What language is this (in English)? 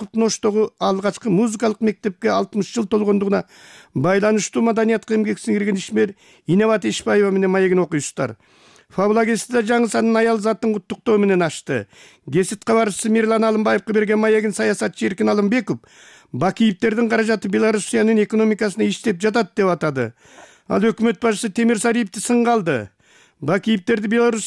Kyrgyz